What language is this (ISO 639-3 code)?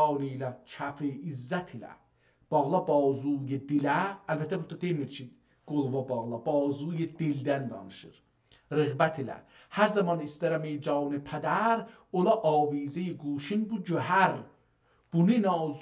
azb